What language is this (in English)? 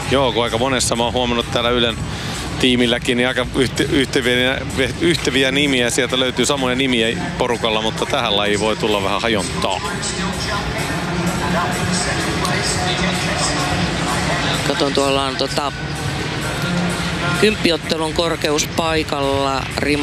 Finnish